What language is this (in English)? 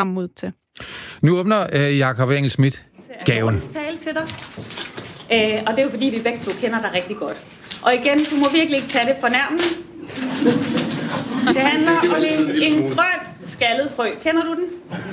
Danish